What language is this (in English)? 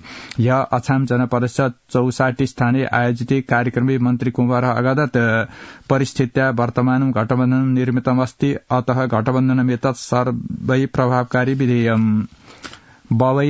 Sanskrit